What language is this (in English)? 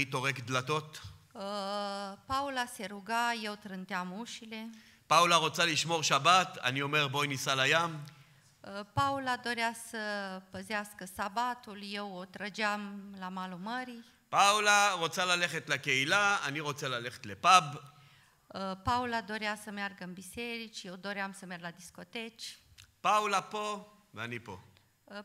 Hebrew